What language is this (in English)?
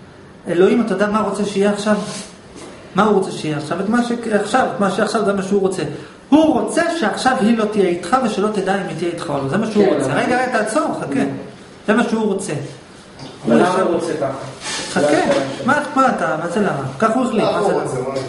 Hebrew